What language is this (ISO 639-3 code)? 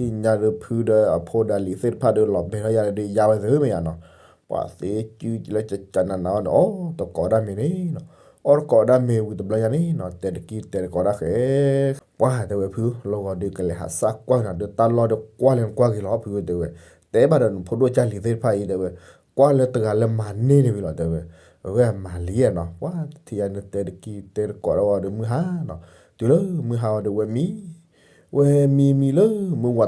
ksw